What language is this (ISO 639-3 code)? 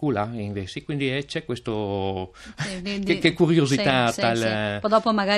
fur